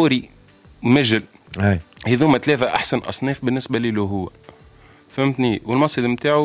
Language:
Tunisian Arabic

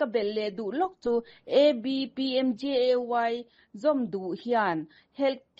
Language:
Mizo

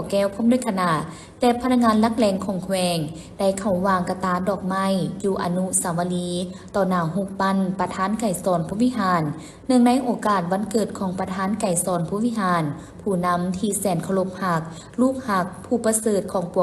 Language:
Lao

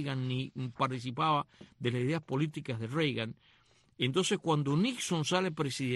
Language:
Spanish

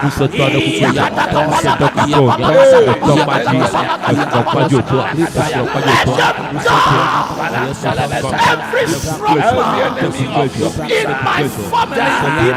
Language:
Ewe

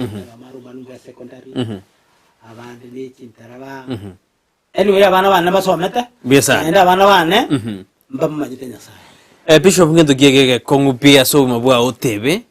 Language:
Gusii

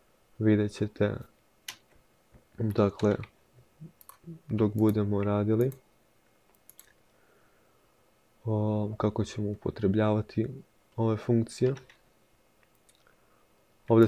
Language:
Croatian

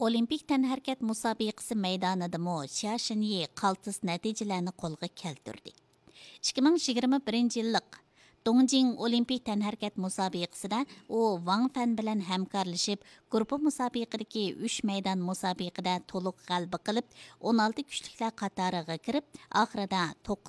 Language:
Uyghur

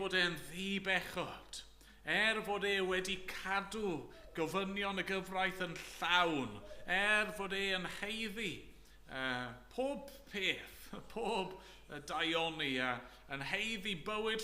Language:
Welsh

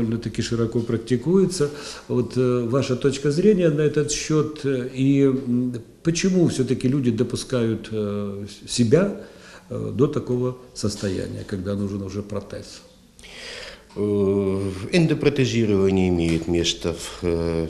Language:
Russian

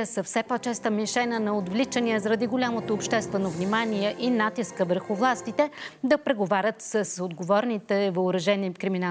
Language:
Bulgarian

